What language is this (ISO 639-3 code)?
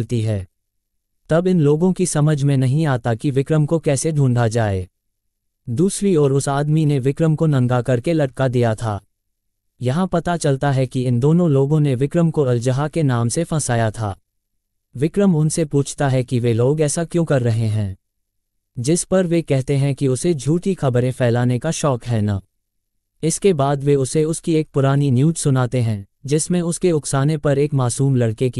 hin